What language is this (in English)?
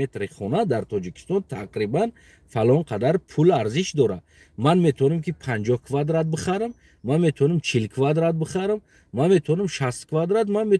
Tajik